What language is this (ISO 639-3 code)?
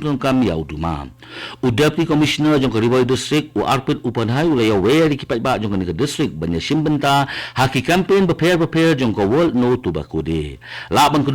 kha